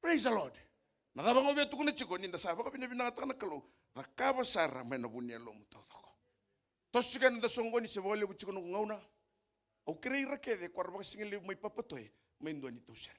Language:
Fijian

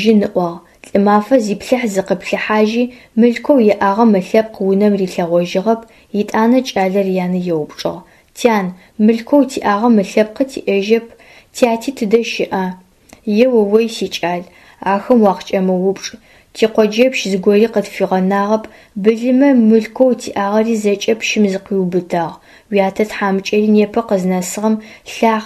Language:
Adyghe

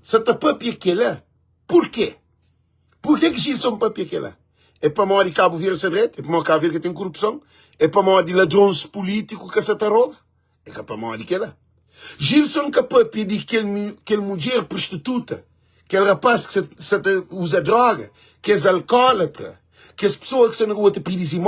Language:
Kabuverdianu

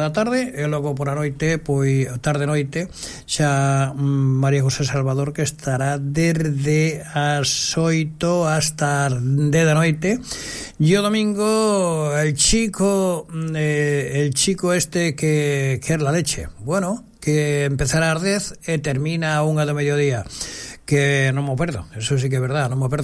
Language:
Galician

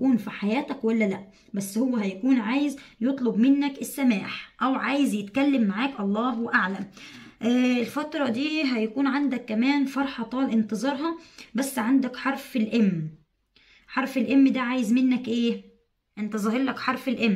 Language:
Egyptian Arabic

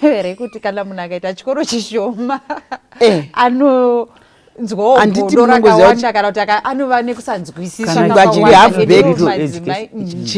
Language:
Shona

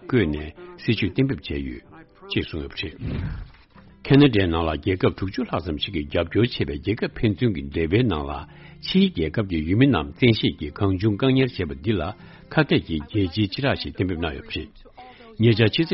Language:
Tibetan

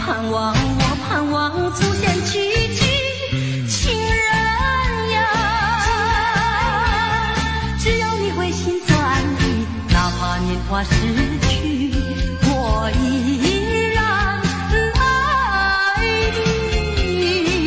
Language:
Chinese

